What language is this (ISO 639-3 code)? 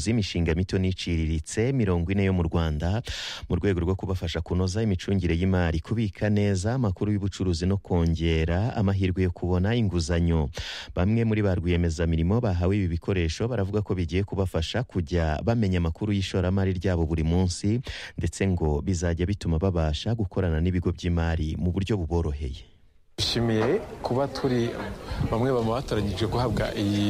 kin